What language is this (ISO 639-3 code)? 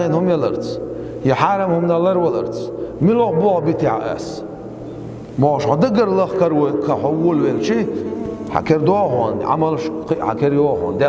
che